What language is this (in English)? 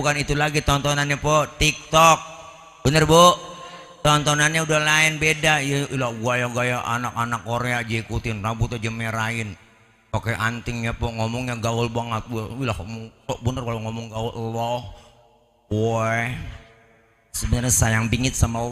Betawi